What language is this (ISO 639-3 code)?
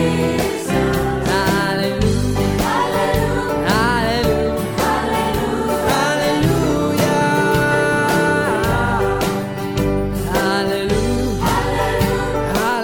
est